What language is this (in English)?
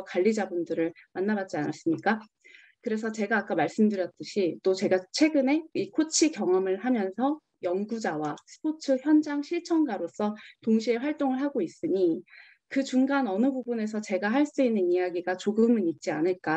Korean